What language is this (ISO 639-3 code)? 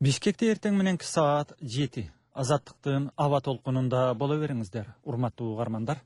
kir